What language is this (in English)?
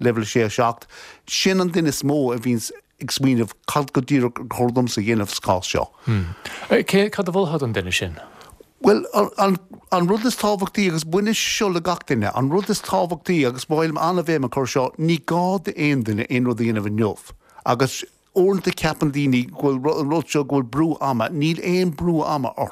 Irish